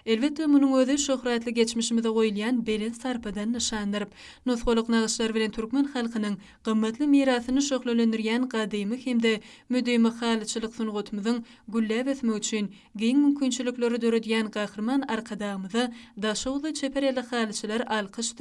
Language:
Turkmen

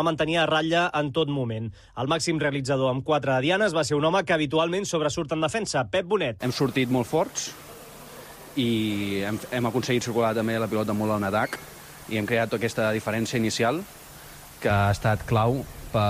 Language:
Catalan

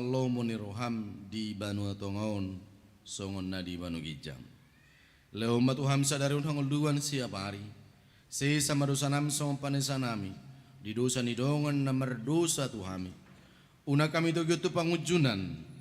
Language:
Batak Toba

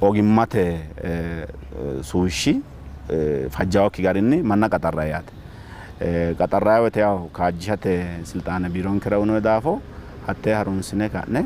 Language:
Sidamo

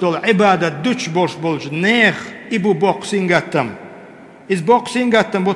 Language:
Chechen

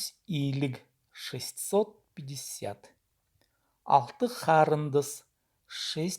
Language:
Khakas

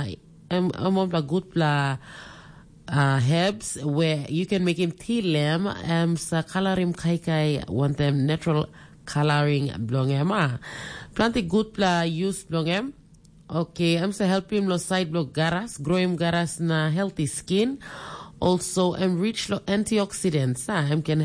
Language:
Tok Pisin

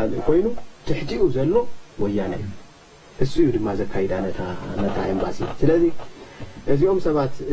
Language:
Tigrinya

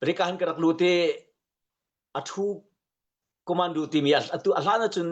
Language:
Hakha Chin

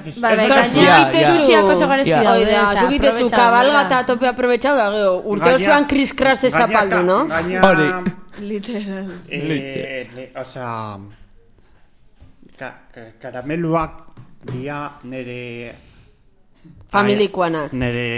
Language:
Basque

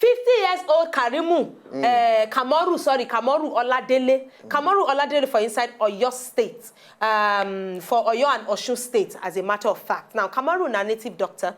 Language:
Nigerian Pidgin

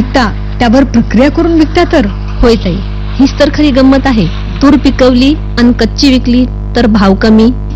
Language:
Marathi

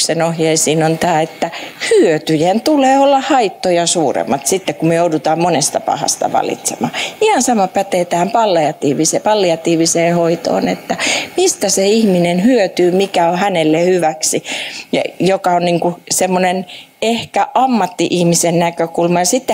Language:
Finnish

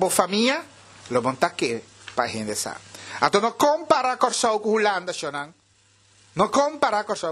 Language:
Papiamento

